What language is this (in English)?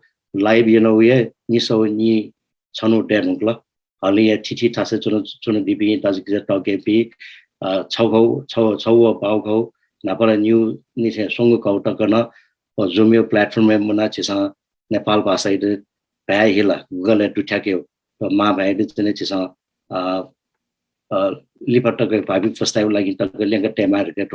Newari